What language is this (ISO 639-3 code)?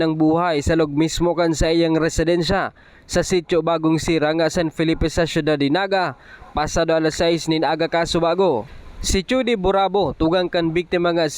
bik